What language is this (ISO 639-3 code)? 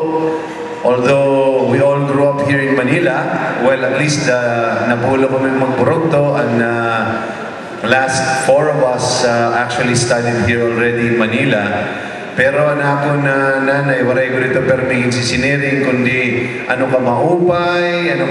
war